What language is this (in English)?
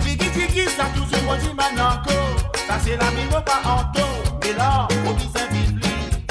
Morisyen